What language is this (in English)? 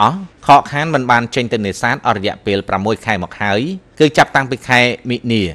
Khmer